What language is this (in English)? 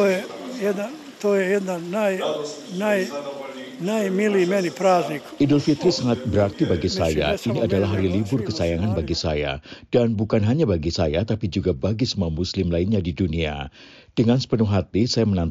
Indonesian